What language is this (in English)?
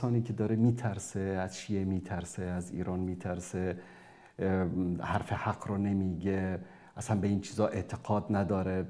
Persian